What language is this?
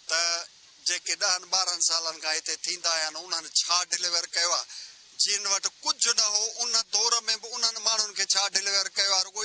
Sindhi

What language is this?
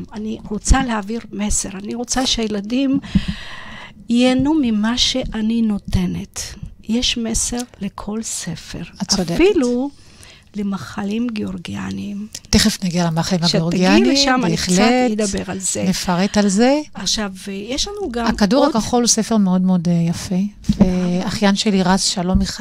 Hebrew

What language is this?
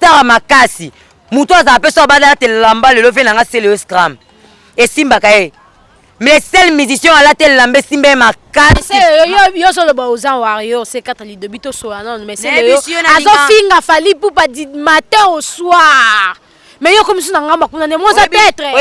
Lingala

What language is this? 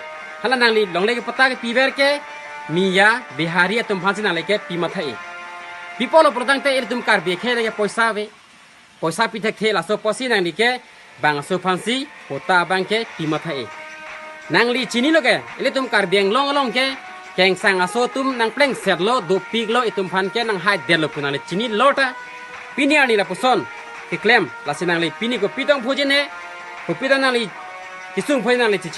Karbi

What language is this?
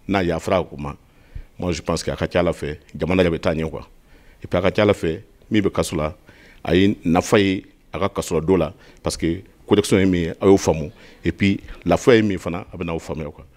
Bambara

